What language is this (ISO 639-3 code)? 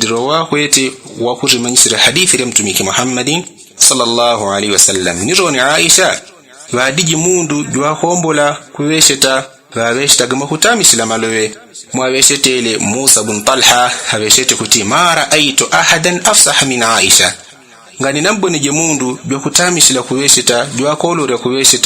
yao